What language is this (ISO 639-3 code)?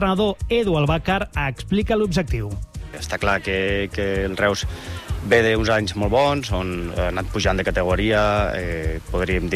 cat